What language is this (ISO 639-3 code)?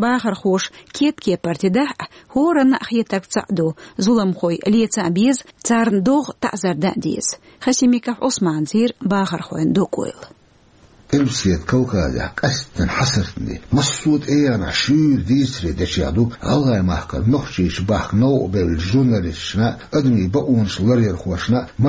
che